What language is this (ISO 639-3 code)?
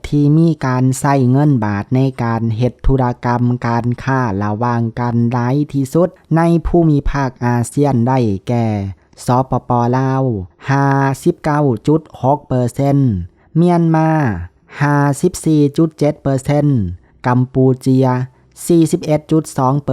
lao